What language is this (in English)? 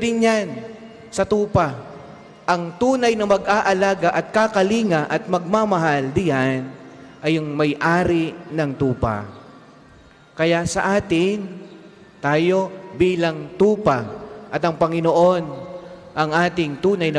Filipino